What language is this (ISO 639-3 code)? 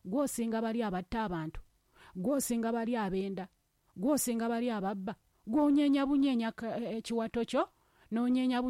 lug